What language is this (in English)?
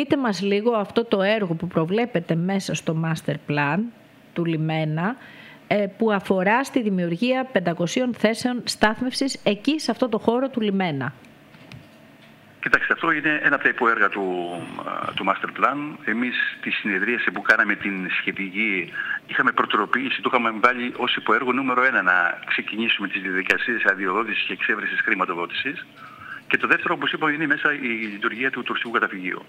Greek